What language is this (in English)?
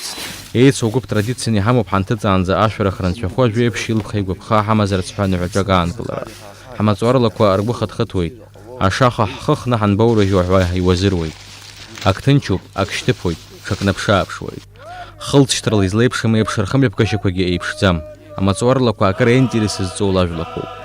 Abkhazian